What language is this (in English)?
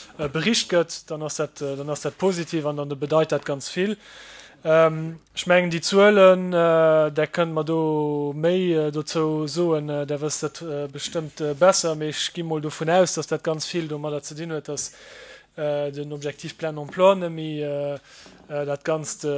Luxembourgish